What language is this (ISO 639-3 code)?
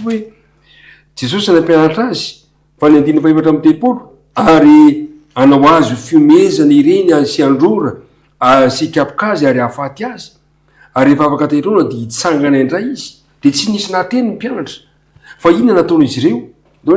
mlg